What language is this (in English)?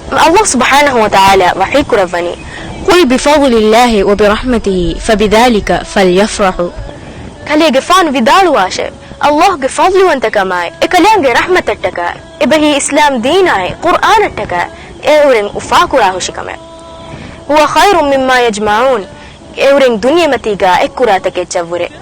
Divehi